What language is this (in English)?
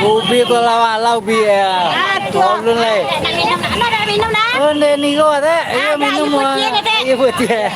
Minangkabau